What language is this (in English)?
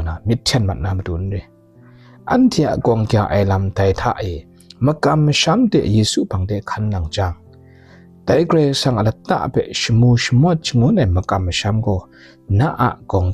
Kachin